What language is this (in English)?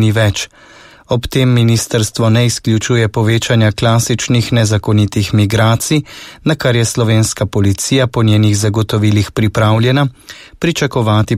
Slovenian